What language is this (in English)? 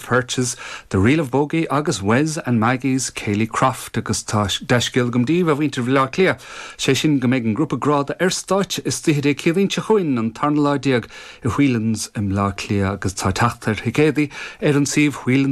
Irish